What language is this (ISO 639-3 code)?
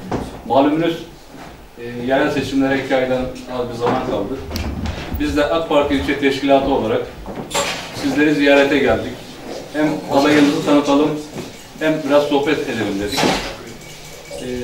tur